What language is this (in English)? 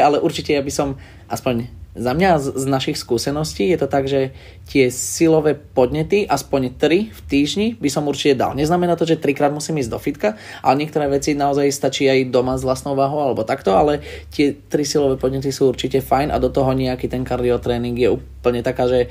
Slovak